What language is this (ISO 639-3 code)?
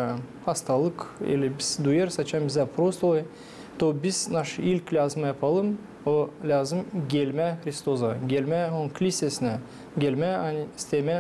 gag